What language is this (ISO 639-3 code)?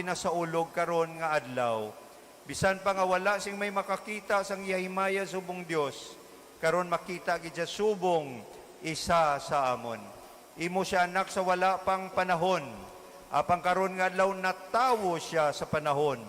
hil